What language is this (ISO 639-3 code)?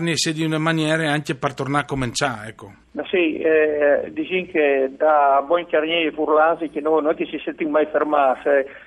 fur